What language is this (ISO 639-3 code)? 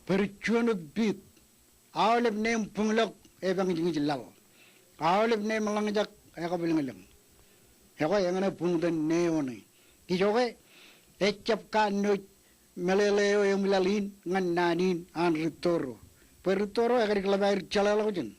mah